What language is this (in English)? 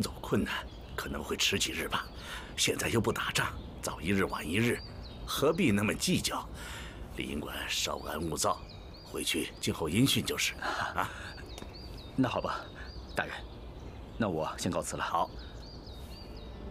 Chinese